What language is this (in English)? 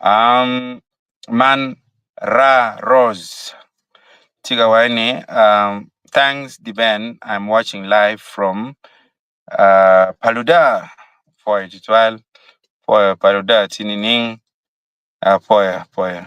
Acoli